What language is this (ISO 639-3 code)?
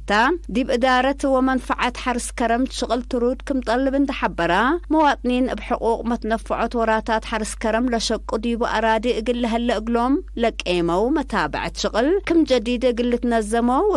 tig